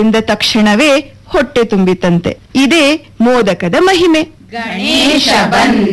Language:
Kannada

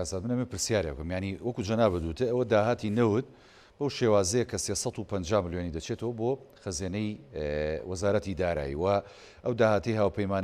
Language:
Central Kurdish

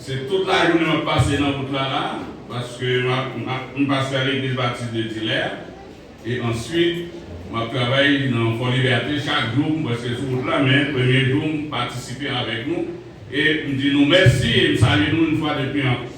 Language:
Haitian Creole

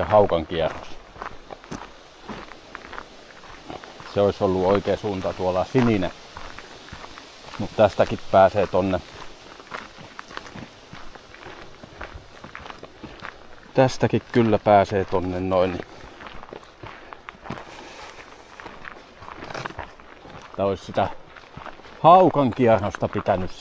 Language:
Finnish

